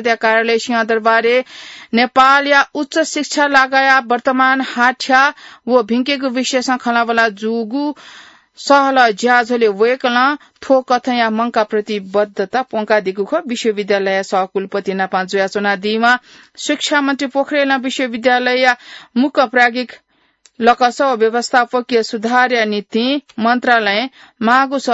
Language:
Newari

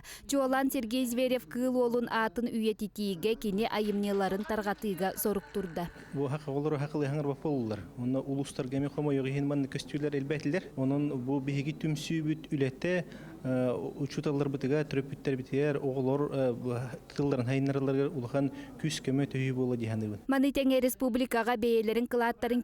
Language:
Yakut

